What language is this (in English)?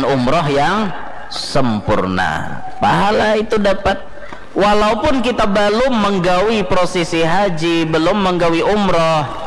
Banjar